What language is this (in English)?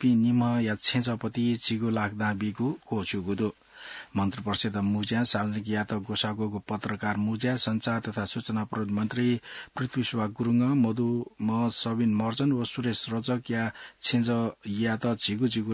Newari